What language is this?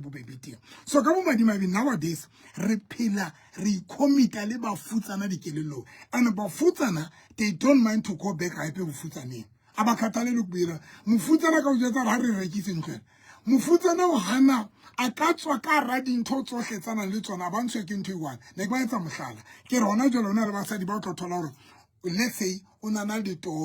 Southern Sotho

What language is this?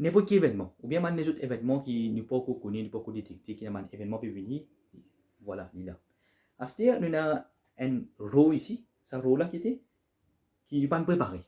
Morisyen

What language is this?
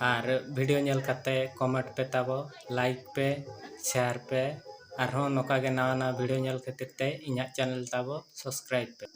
Santali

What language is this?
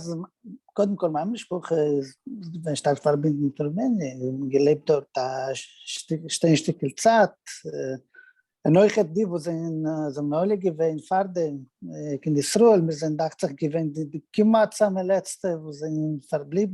Yiddish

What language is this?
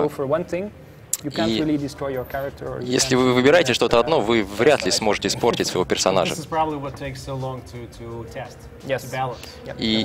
Russian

